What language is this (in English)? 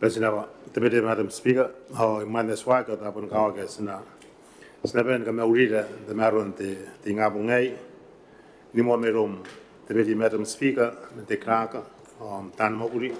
Gilbertese